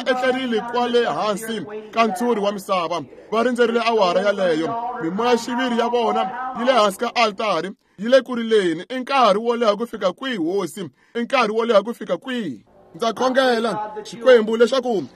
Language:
Tsonga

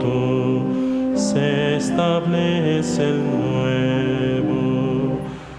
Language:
Spanish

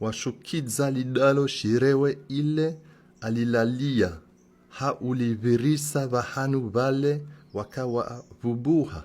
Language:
Comorian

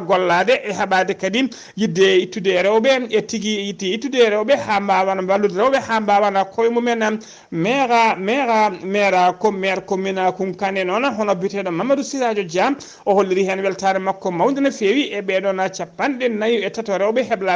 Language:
Fula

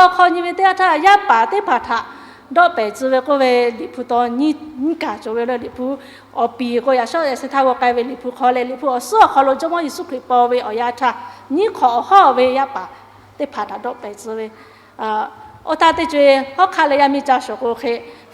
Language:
Lahu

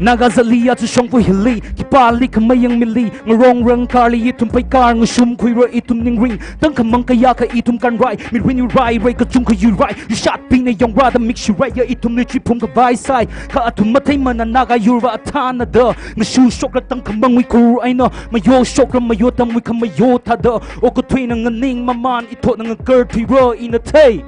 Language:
Tangkhul Naga (India)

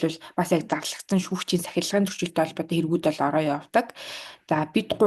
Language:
Mongolian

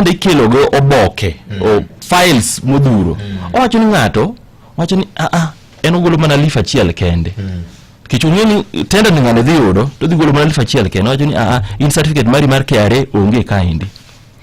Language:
Luo (Kenya and Tanzania)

